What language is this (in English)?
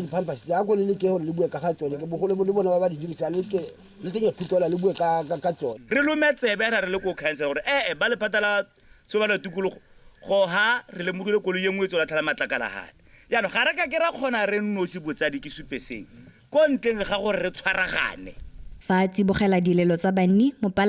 Tswana